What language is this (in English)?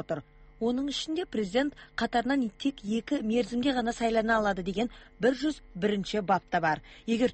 Kazakh